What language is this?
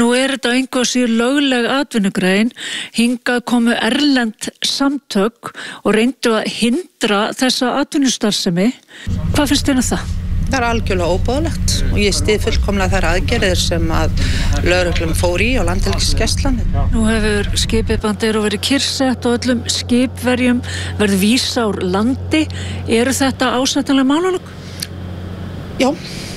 Icelandic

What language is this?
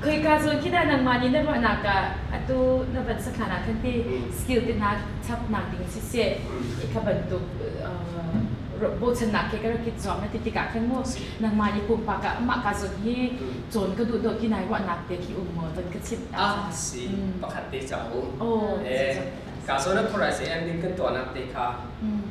Hakha Chin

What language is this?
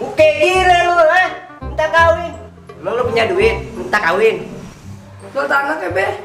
Betawi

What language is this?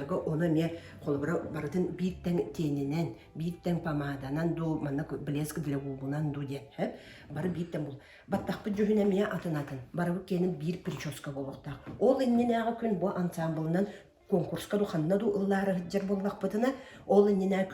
Yakut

